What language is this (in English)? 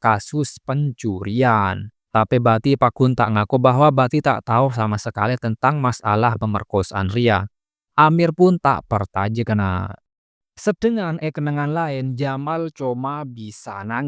Madurese